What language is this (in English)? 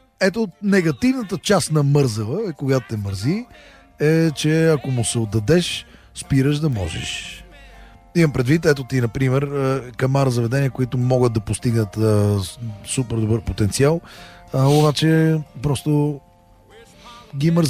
Bulgarian